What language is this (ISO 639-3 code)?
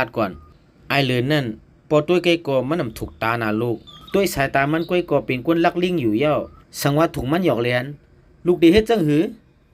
shn